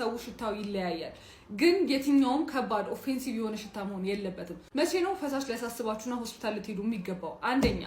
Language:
Amharic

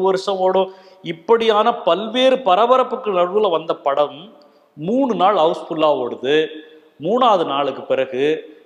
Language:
Tamil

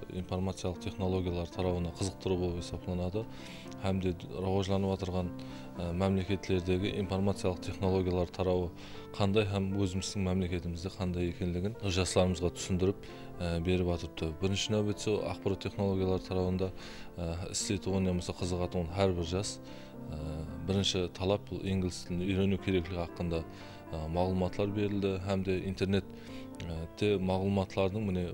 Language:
Kara-Kalpak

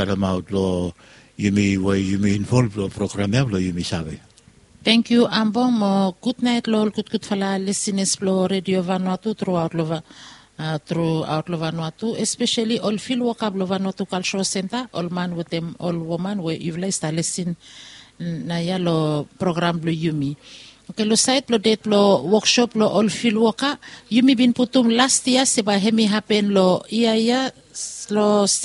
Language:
Bislama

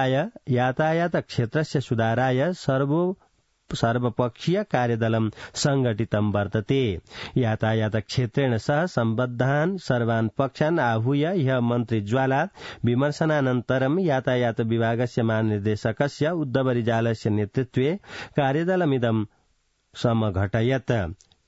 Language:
Sanskrit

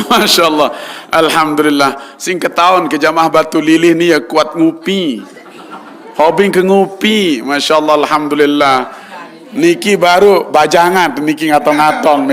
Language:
Sasak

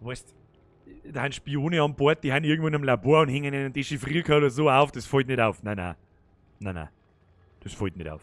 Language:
Bavarian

